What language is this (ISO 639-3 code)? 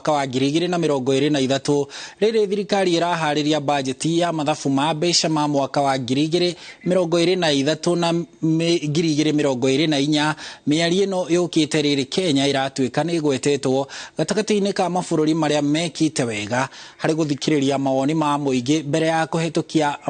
kik